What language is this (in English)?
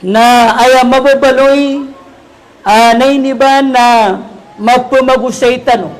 Maranao